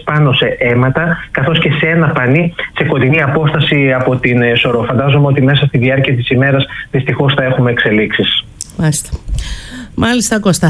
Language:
Greek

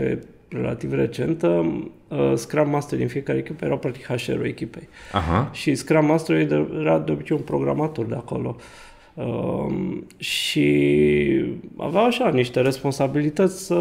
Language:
Romanian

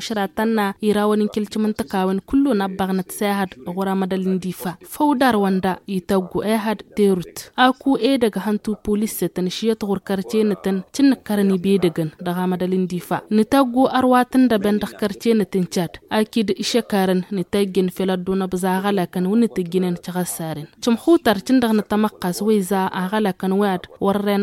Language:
Tamasheq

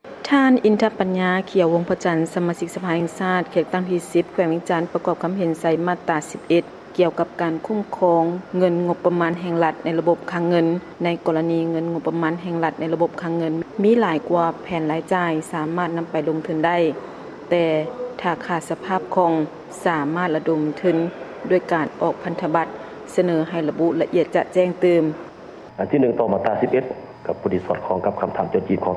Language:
Lao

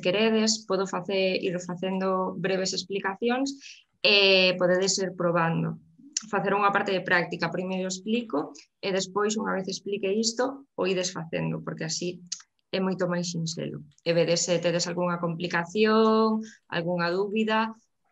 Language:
Galician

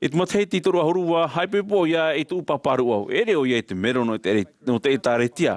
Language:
Tahitian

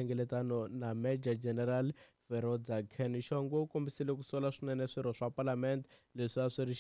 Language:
Tsonga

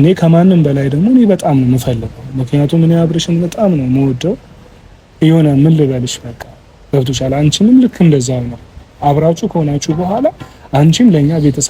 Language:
Amharic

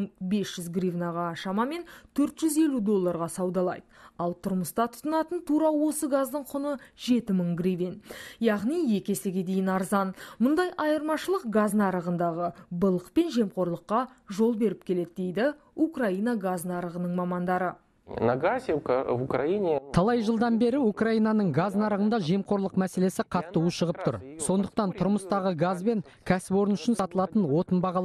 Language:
Kazakh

